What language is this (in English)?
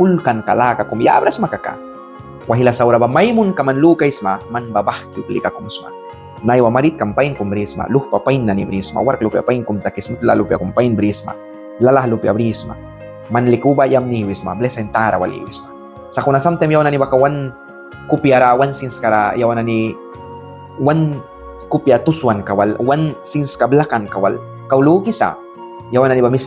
Mískito